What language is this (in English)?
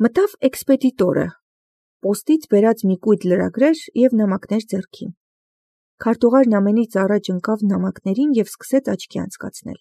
Armenian